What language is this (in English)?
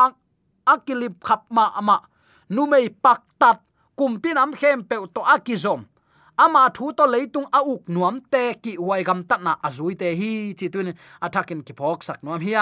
Tedim Chin